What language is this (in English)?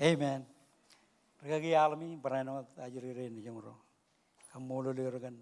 Marshallese